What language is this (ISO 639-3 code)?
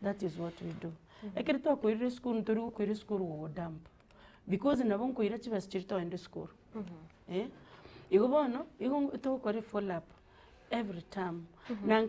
guz